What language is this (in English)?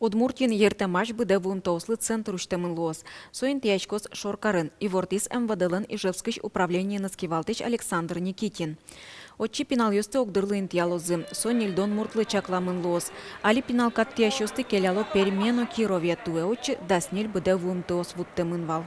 Udmurt